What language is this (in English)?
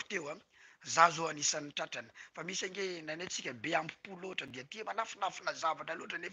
Malagasy